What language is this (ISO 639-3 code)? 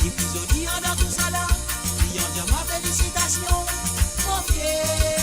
mfe